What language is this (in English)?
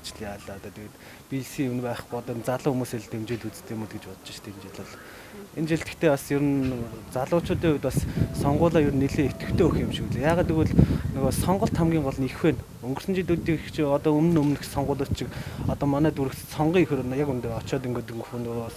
Mongolian